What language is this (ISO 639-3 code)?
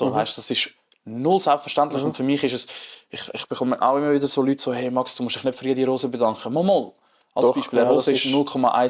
gsw